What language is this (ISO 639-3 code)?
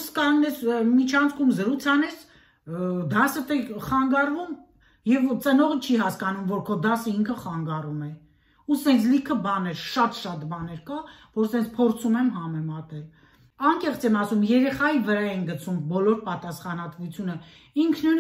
hye